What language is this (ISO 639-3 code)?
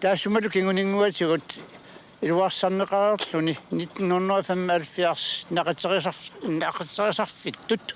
kal